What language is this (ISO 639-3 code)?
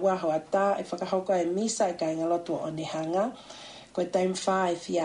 ton